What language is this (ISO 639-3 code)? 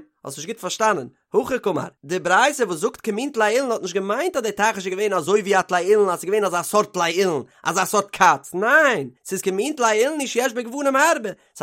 yid